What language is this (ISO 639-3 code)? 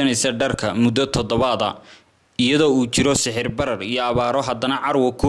som